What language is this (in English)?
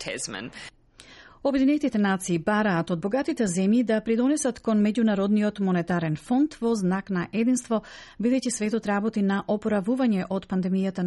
Macedonian